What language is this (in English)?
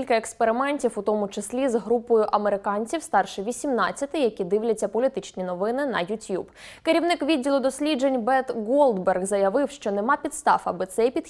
Ukrainian